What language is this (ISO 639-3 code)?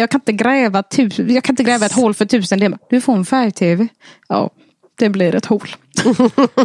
swe